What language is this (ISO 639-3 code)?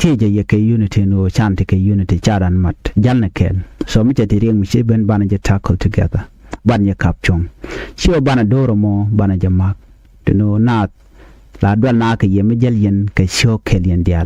nus